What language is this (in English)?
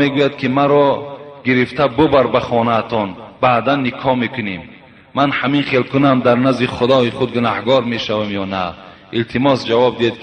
Tajik